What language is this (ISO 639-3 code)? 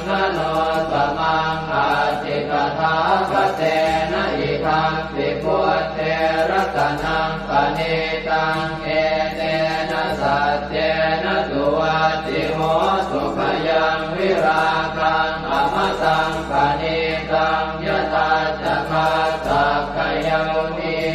pli